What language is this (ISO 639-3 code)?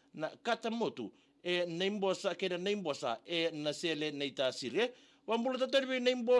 fij